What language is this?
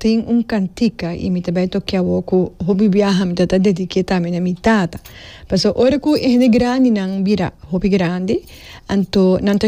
Papiamento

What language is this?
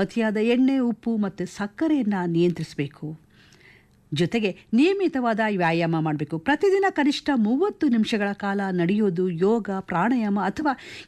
Kannada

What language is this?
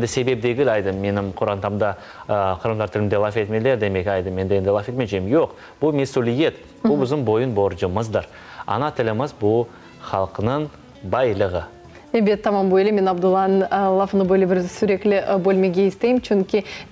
Crimean Tatar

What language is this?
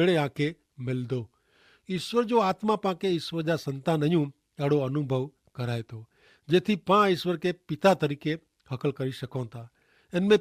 Kachhi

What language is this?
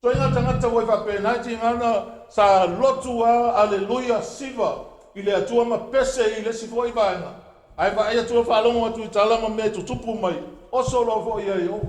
Samoan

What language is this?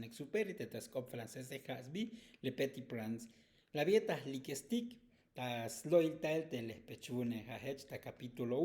Tzotzil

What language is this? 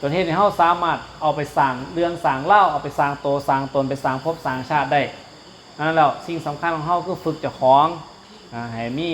Northeastern Thai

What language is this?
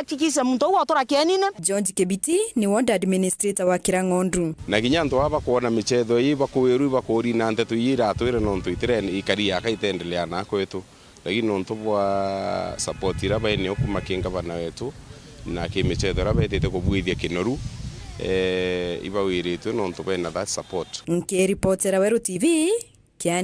Meru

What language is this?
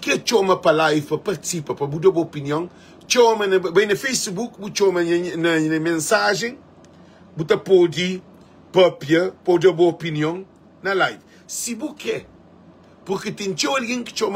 Kabuverdianu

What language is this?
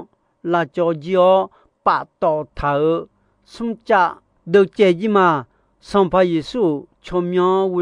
Akha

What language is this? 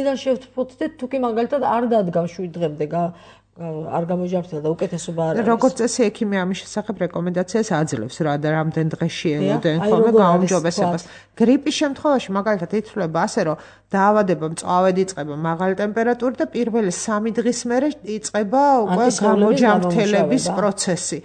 Georgian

